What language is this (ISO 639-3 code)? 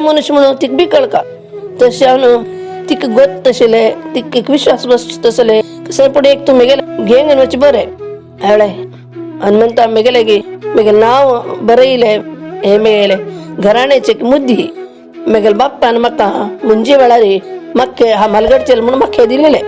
kok